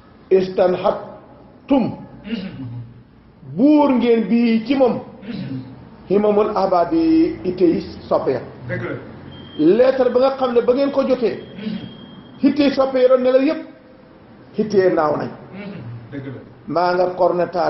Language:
Wolof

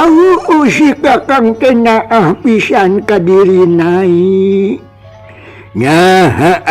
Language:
Sundanese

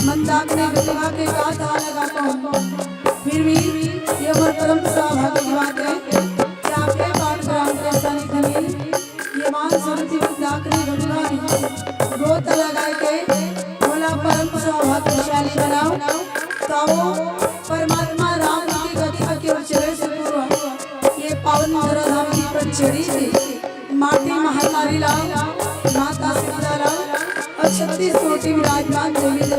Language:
Chhattisgarhi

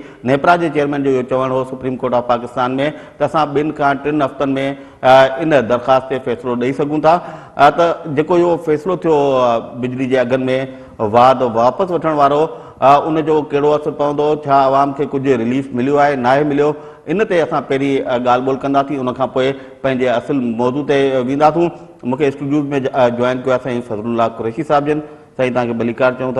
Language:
Sindhi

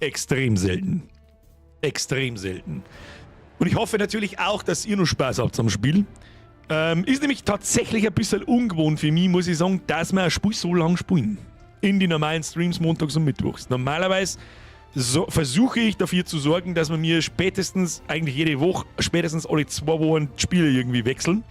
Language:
Bavarian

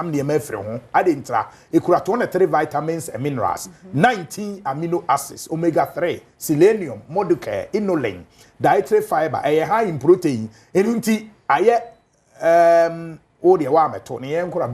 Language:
Akan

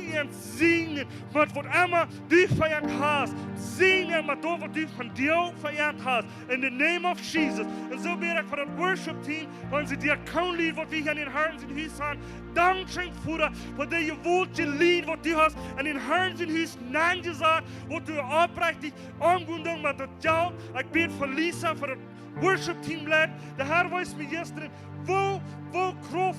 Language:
Plautdietsch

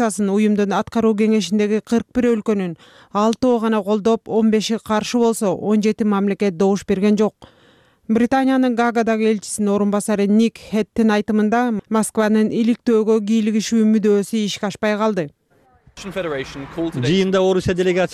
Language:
Kyrgyz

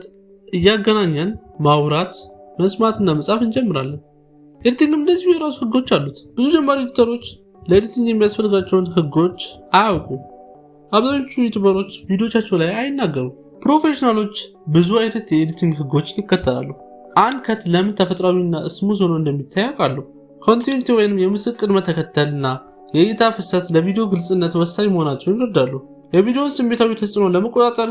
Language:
Amharic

